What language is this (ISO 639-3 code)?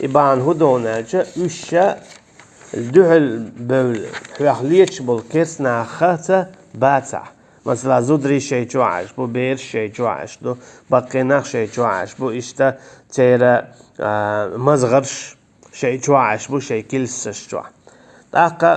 che